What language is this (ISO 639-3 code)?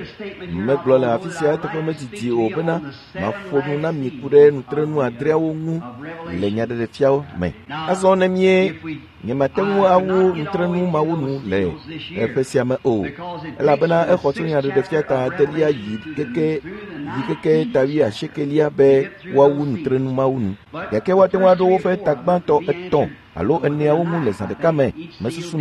ewe